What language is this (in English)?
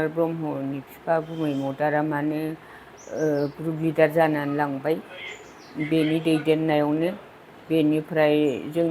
Bodo